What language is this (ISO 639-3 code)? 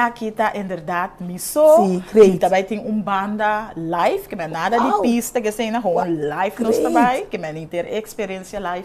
pap